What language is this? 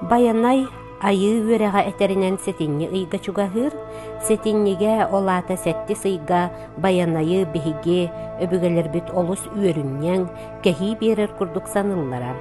Yakut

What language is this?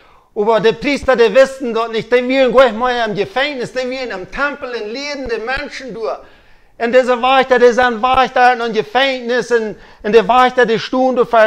Plautdietsch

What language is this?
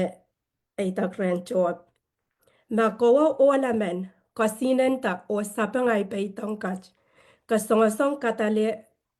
Pohnpeian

